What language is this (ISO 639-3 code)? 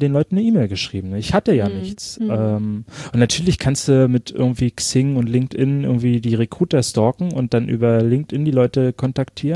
deu